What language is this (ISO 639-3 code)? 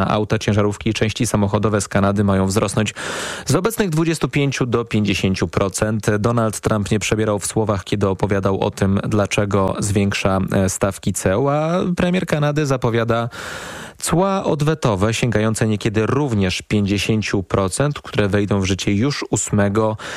pol